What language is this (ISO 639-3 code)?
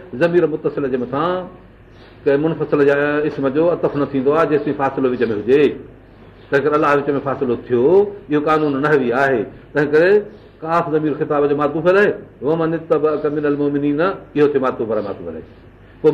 snd